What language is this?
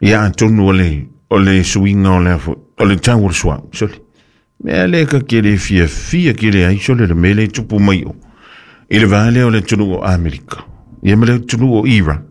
Samoan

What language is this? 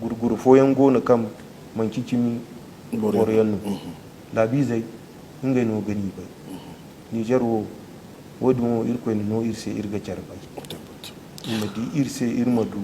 Zarma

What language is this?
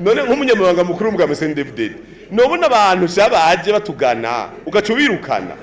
Rundi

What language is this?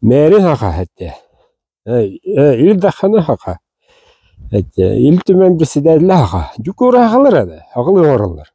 Yakut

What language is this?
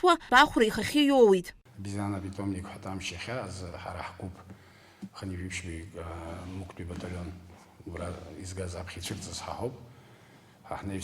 Abkhazian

